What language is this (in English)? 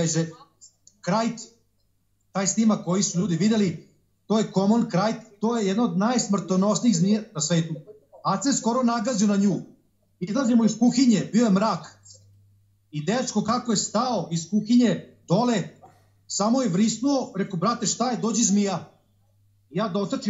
Serbian